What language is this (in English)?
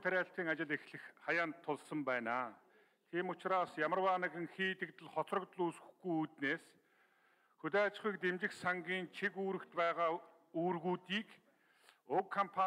Mongolian